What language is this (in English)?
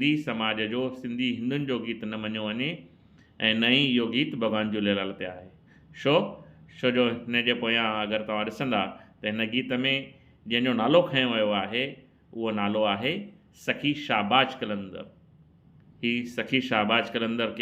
Sindhi